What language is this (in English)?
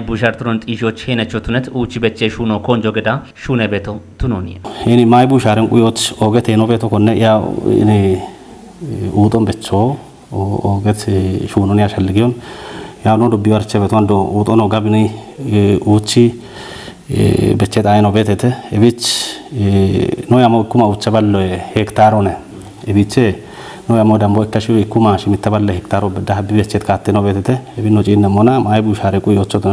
Kafa